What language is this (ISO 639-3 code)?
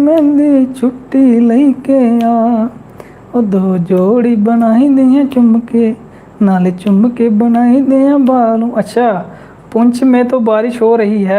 doi